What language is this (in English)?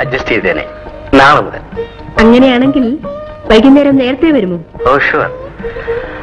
Malayalam